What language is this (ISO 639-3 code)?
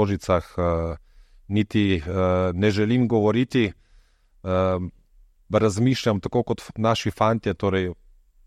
slv